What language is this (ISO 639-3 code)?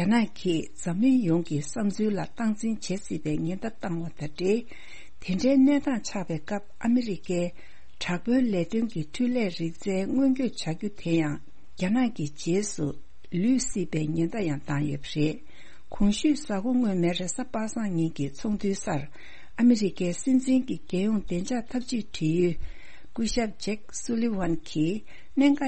bod